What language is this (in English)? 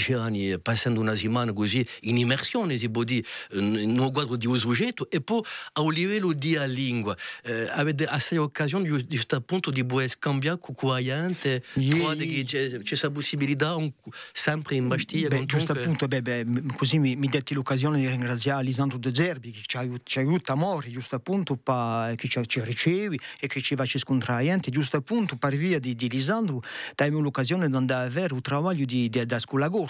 Corsican